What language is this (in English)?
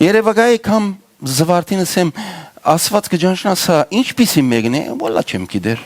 Western Armenian